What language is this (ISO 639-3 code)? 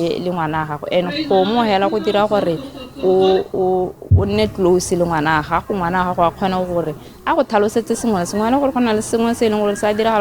tsn